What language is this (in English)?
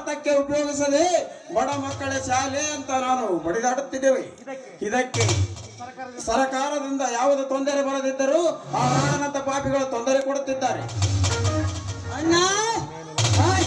Kannada